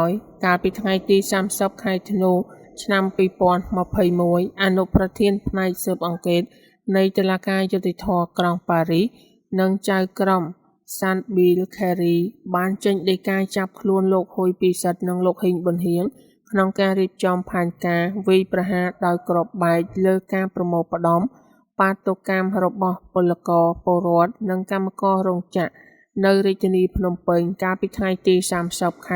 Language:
Khmer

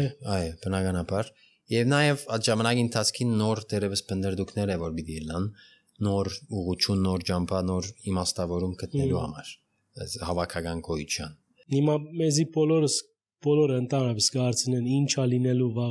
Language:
Armenian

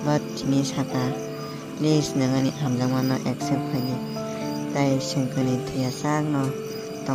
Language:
Kok Borok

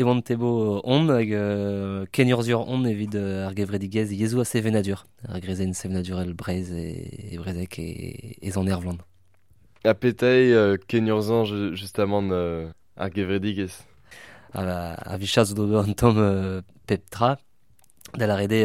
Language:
Breton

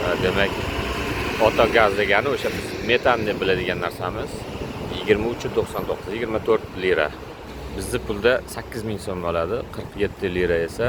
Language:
Uzbek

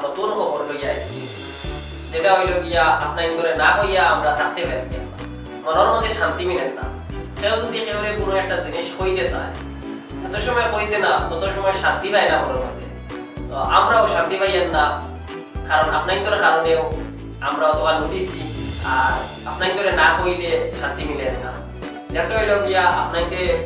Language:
Sylheti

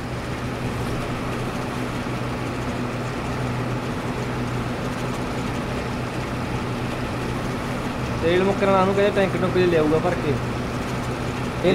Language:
Punjabi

